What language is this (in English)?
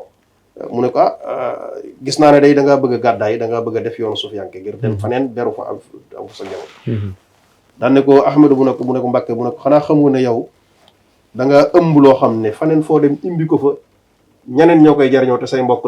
Wolof